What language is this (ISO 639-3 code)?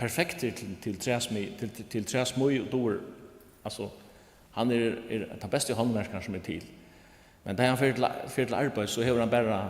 fao